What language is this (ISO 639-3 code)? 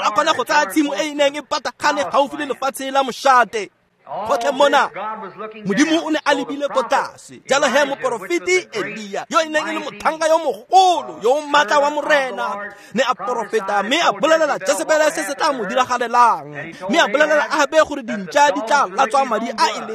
tsn